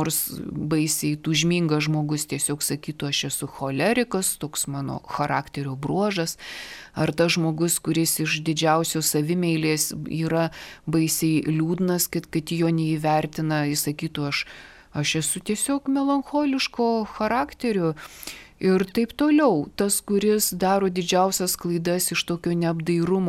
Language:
Lithuanian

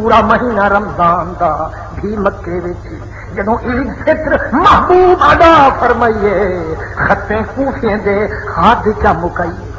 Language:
Saraiki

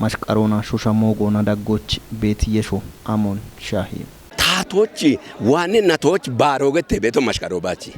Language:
Kafa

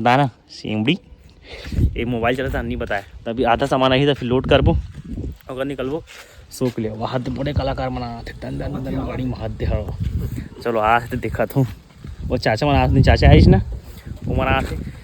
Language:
Chhattisgarhi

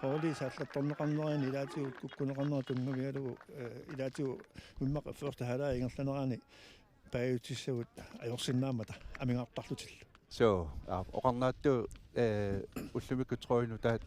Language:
Kalaallisut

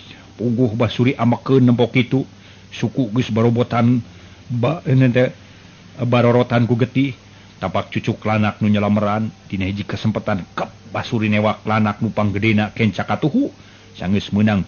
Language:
Sundanese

